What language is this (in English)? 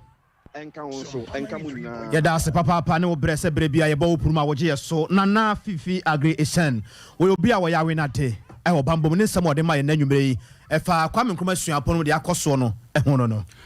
Akan